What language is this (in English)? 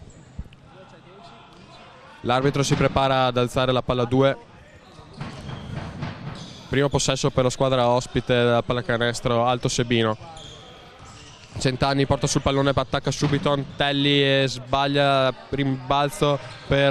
Italian